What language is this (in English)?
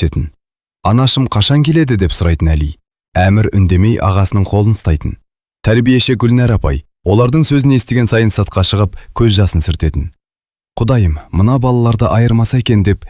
Kazakh